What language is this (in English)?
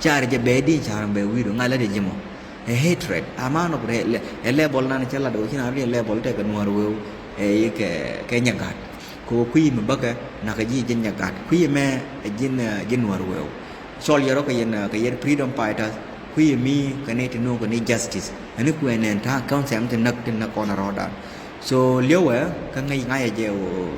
Nuer